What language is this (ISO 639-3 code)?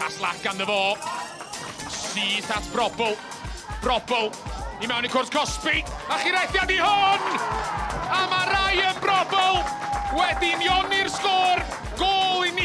cym